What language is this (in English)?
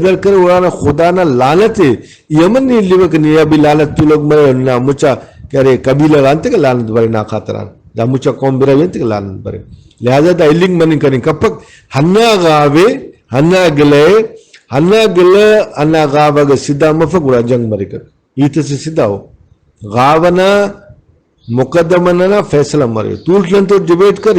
Brahui